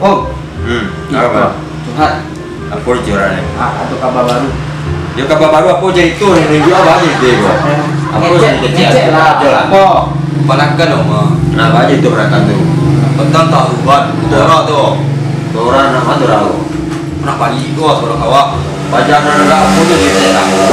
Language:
Minangkabau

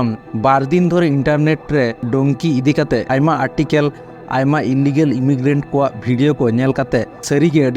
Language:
Santali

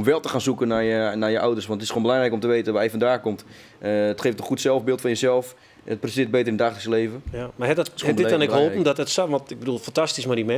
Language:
Western Frisian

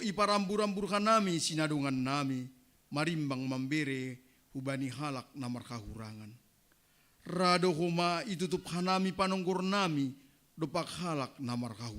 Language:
Batak Simalungun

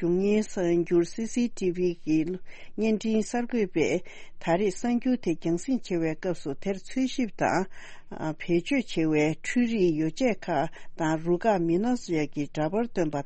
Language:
Tibetan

